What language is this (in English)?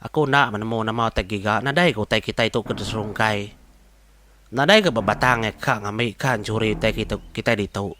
Iban